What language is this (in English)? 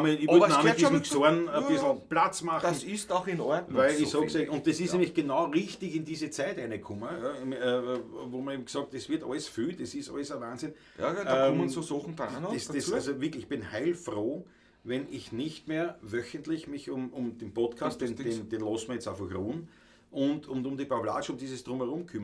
Bavarian